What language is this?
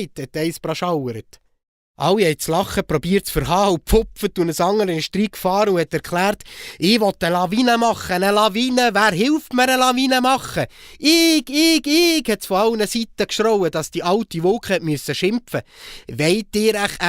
Swiss German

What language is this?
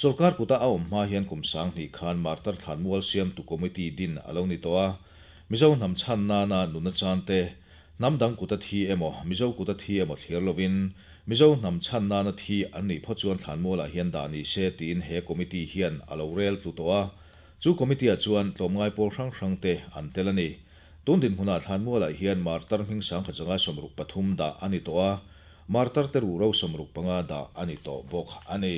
Mizo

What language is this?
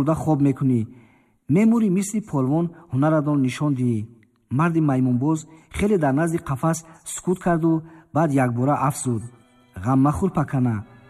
Tajik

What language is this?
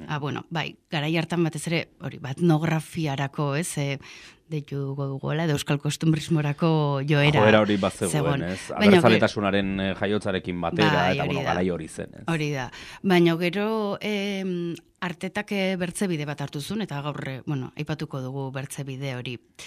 Basque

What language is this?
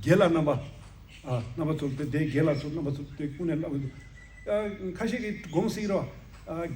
Tibetan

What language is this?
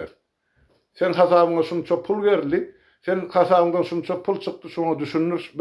Turkmen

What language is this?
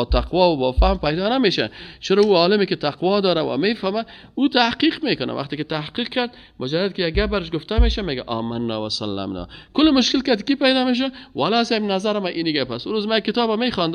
Persian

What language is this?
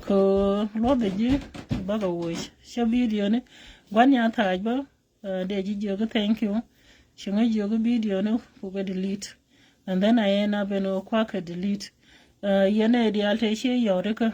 Nuer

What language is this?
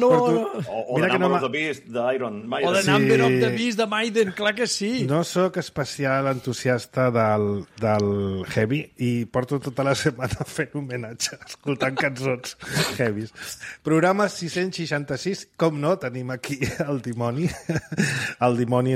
Catalan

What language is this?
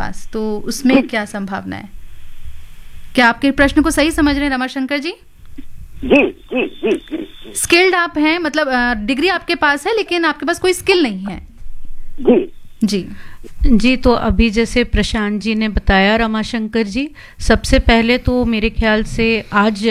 Hindi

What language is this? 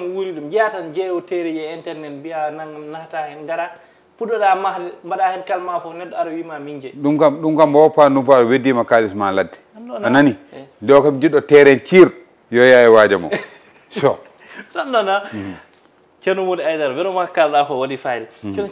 Fula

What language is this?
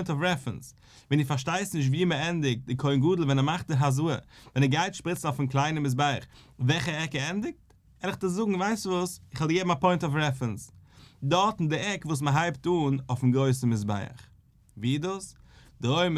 Yiddish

